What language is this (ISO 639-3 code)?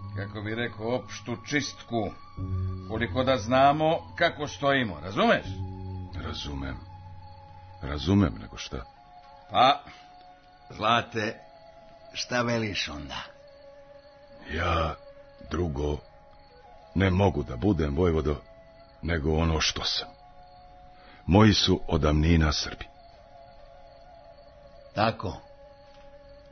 srp